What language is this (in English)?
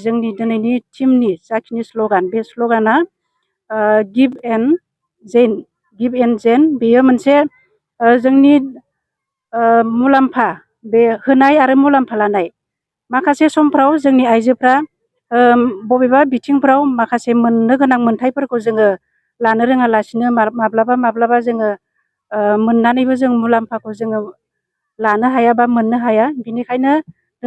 Bodo